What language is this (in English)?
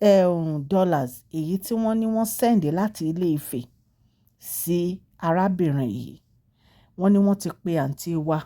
Yoruba